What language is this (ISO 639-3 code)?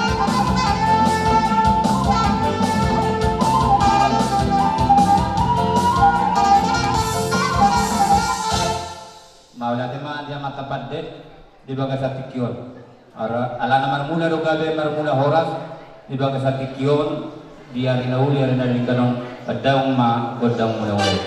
bbc